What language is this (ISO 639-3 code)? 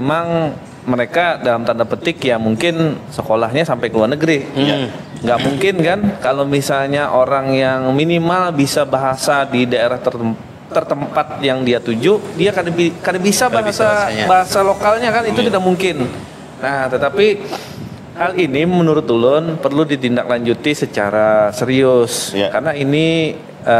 bjn